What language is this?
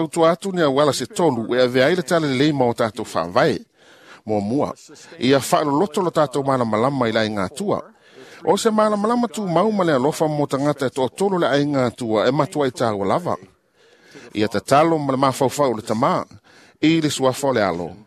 Samoan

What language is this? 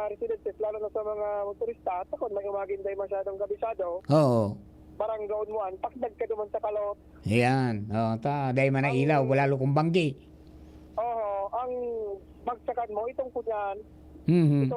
Bikol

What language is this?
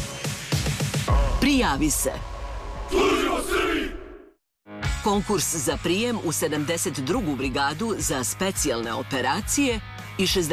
Serbian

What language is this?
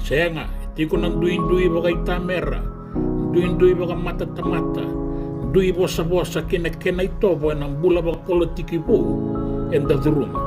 Fijian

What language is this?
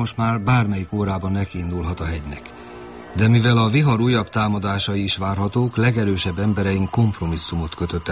Hungarian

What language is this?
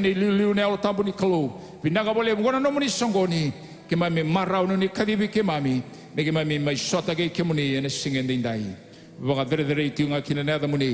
Fijian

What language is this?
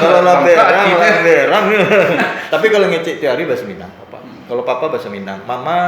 Minangkabau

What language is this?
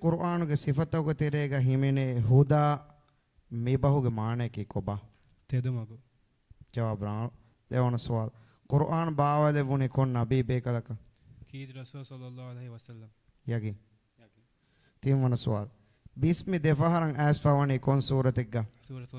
Divehi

